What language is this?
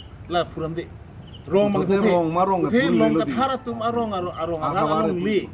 Karbi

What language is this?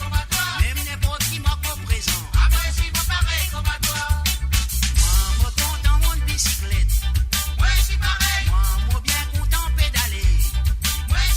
Morisyen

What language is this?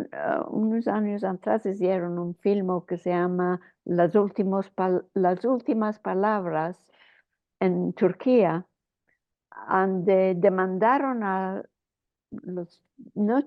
Ladino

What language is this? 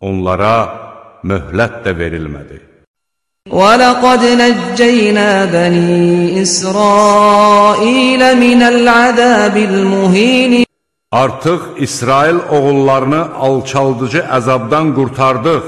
Azerbaijani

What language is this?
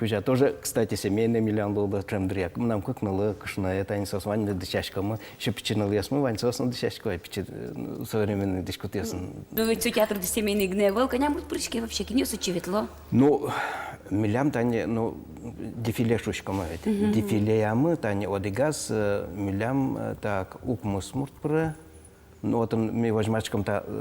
Udmurt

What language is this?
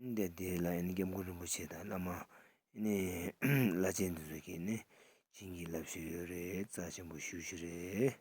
Tibetan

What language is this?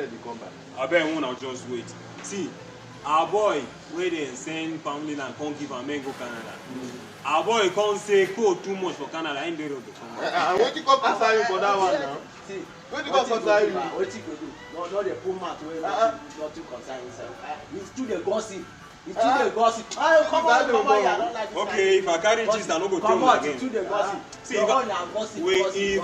Nigerian Pidgin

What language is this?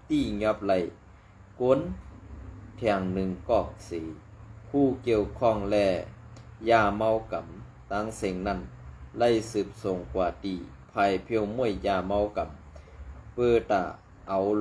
Shan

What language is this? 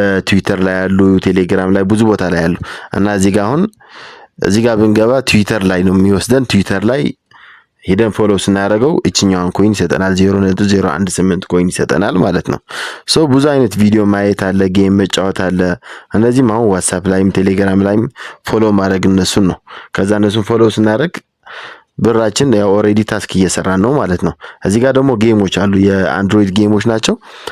Amharic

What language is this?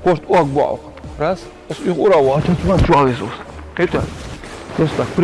Ingush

